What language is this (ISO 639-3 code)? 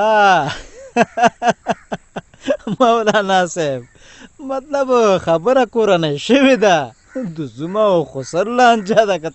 pus